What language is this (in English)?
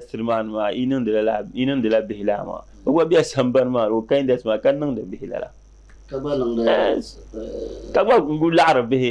Dagbani